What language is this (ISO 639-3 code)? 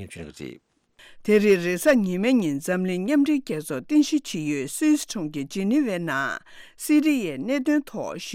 bod